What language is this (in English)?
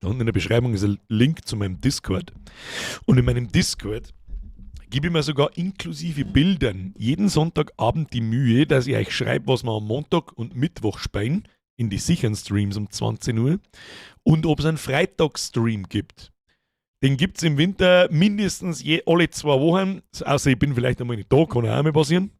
Bavarian